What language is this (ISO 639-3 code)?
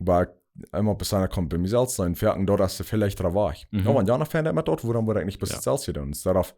pdt